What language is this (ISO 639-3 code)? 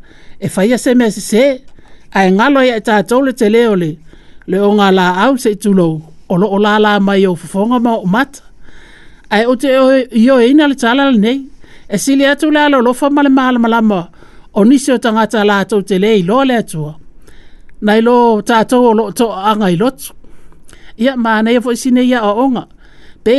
smo